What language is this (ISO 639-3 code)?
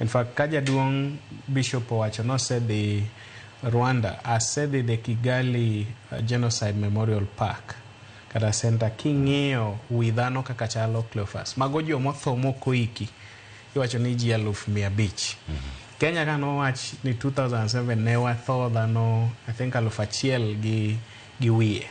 luo